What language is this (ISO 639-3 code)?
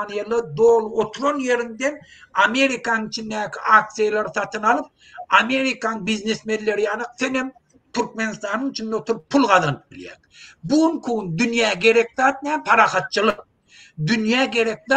tuk